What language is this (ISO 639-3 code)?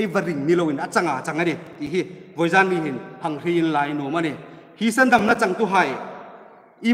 hmr